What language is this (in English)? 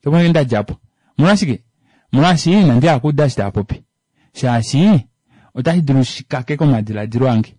Kuanyama